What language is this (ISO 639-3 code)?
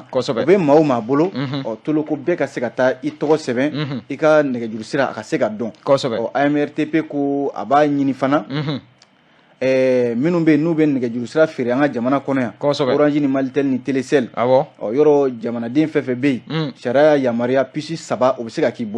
bam